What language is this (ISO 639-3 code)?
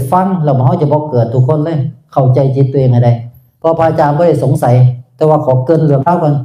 tts